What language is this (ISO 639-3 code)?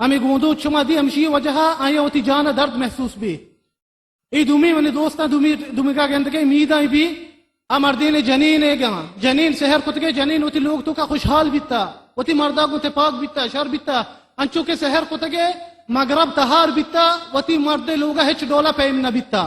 bal